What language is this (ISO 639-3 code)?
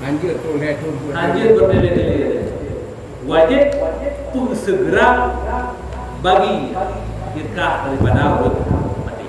ace